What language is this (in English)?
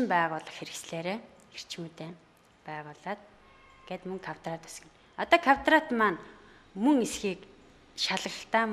Mongolian